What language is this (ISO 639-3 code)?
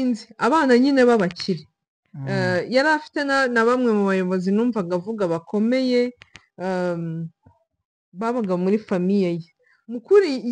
kin